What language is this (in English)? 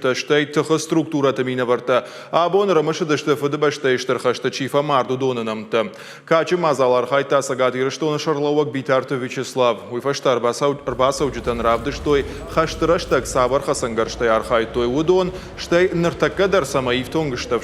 Ossetic